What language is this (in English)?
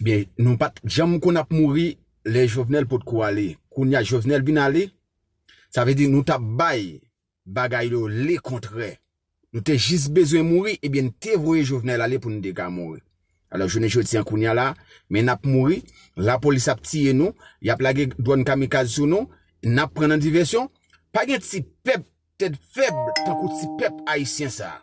Haitian Creole